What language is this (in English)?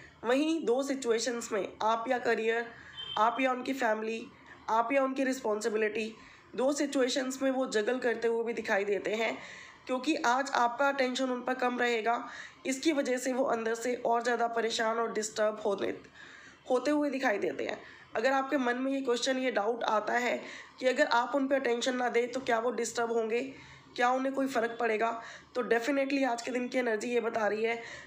Hindi